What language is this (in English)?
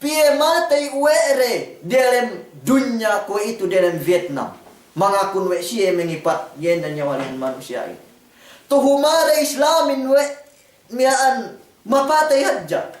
Yakan